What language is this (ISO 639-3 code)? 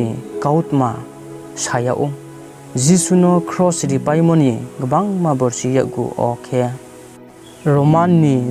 ria